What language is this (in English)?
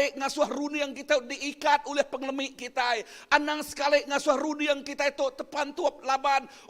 Iban